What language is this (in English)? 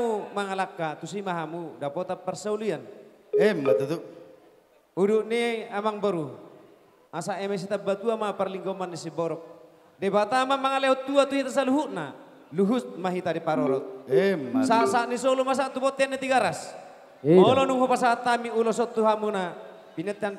Batak Toba